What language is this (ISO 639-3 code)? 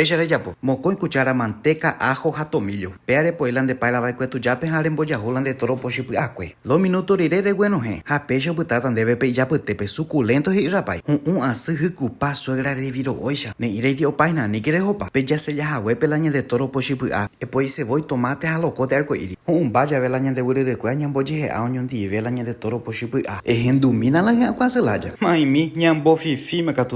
grn